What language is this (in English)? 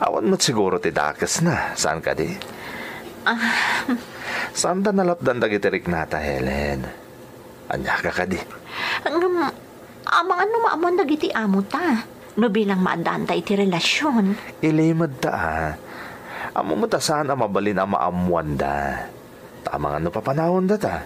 Iloko